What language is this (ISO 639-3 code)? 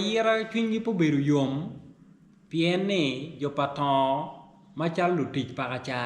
ach